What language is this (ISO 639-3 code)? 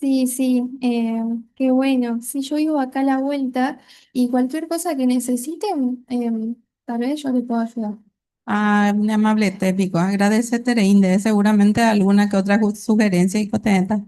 grn